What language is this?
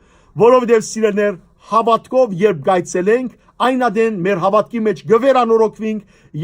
Western Armenian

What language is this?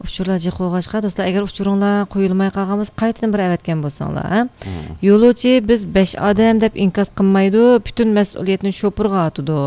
Uyghur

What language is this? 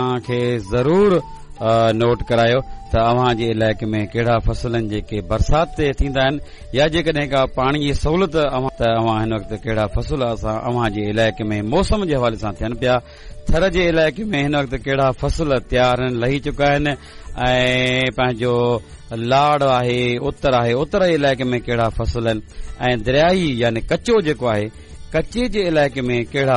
Sindhi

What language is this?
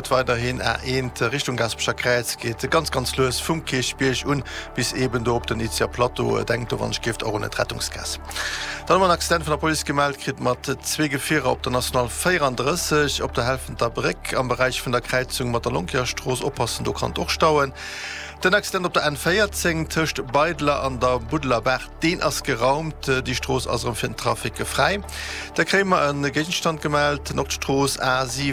Luxembourgish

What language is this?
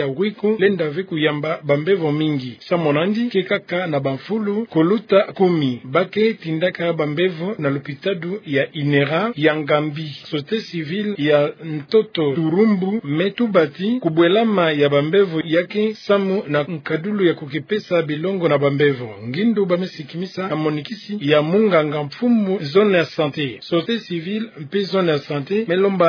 Kituba (Democratic Republic of Congo)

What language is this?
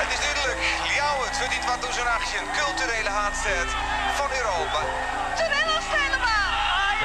Western Frisian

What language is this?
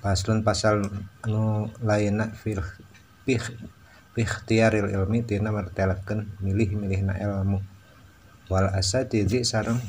Sundanese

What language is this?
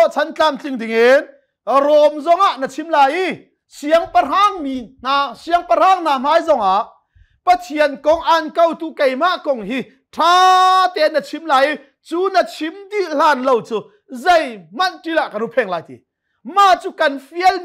Hakha Chin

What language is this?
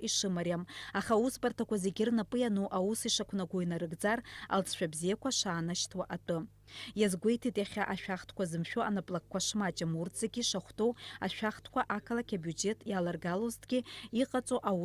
Abkhazian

